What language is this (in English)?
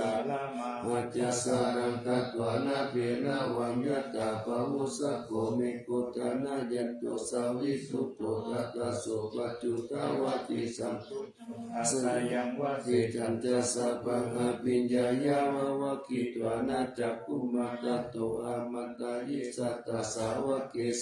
Pali